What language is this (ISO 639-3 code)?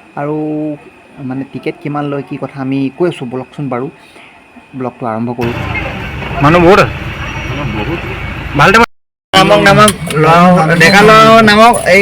asm